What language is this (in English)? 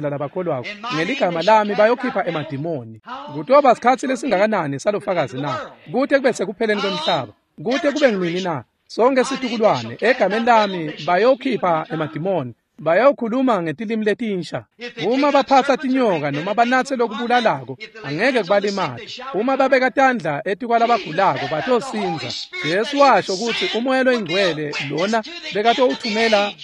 Swati